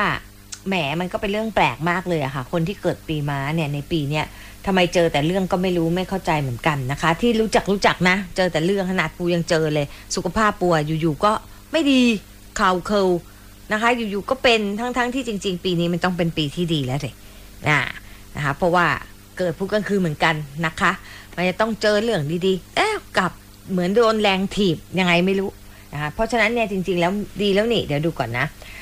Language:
Thai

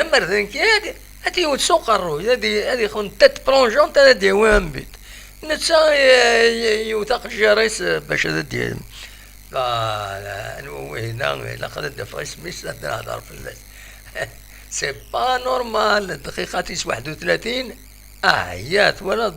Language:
Kabyle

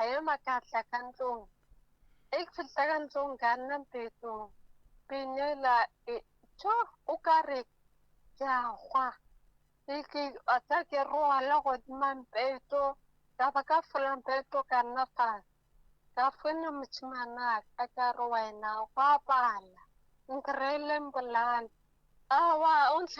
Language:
Northern Sotho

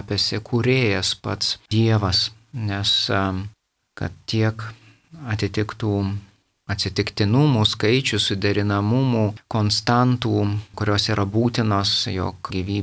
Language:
Lithuanian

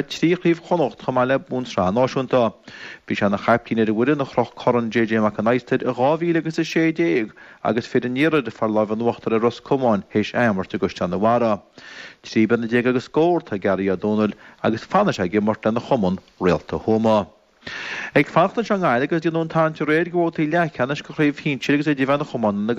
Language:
Irish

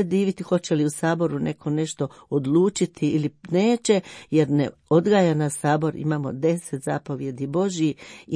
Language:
Croatian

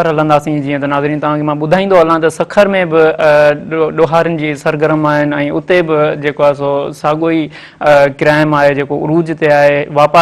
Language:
Sindhi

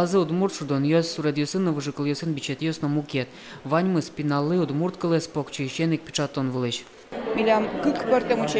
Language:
Udmurt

